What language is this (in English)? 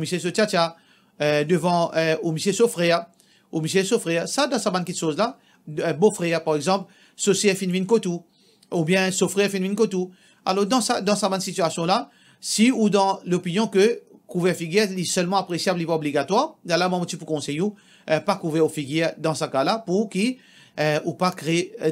Morisyen